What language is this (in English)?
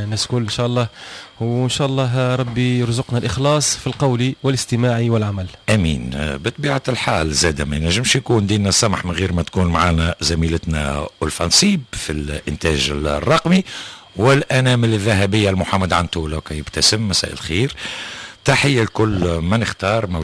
Tunisian Arabic